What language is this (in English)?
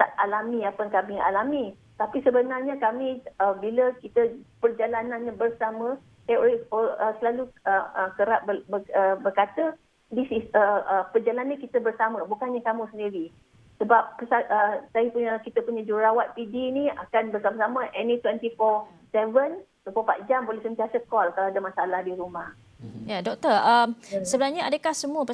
Malay